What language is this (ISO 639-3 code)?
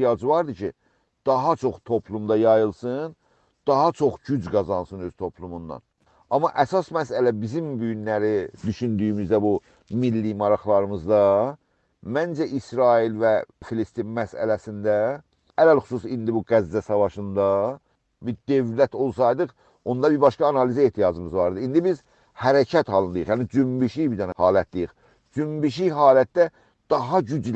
azb